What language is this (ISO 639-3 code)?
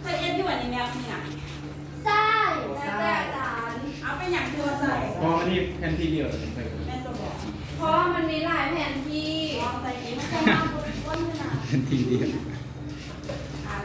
lao